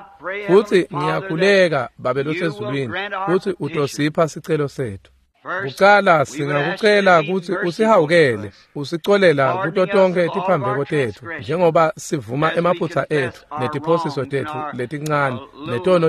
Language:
Swati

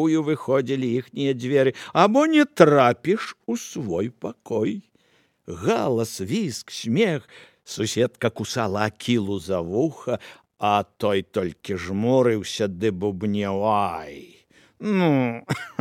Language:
Belarusian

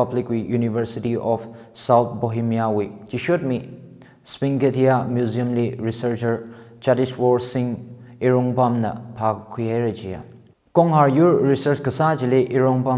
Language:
Tangkhul Naga (India)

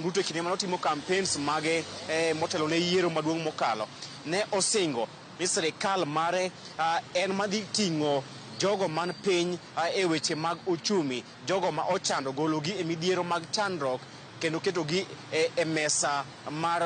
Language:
Luo (Kenya and Tanzania)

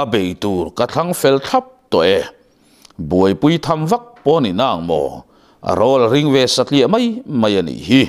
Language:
Mizo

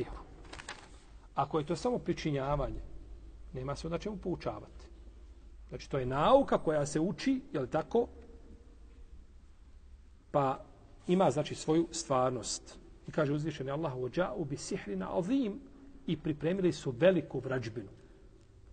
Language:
Bosnian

